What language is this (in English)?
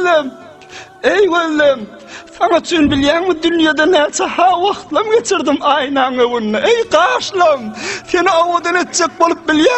Turkmen